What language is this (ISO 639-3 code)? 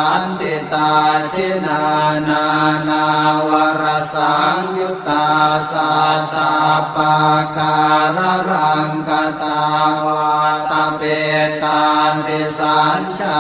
pli